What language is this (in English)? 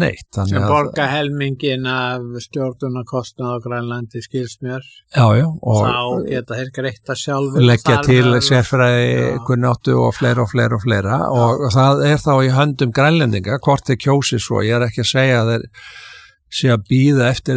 Icelandic